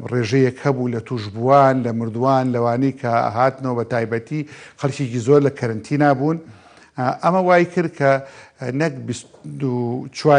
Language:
Central Kurdish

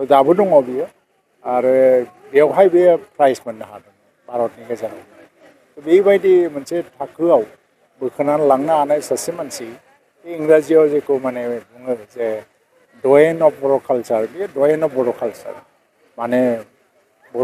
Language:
Bodo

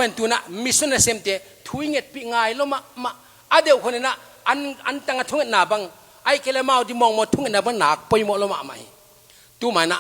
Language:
Tedim Chin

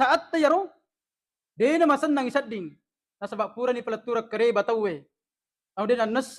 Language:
Buginese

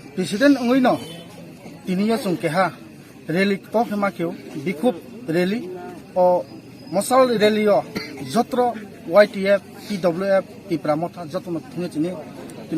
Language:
Kok Borok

